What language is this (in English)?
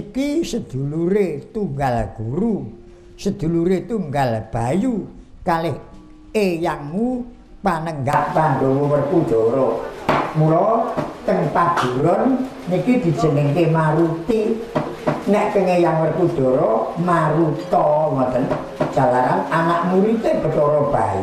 Javanese